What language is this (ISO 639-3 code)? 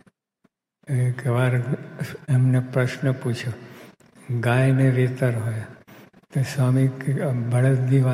guj